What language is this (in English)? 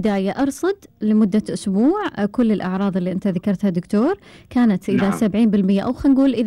Gulf Arabic